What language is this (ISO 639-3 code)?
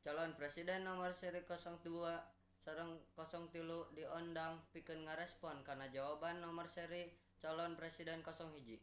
sun